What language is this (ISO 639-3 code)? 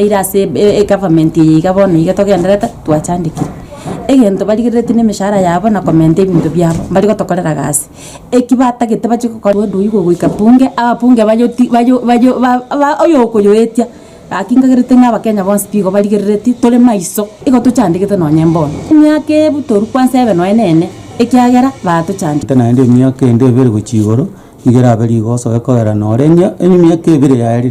guz